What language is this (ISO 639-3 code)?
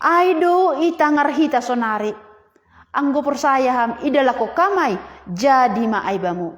bts